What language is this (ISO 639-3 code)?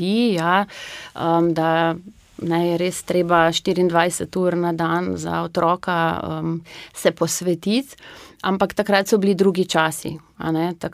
slv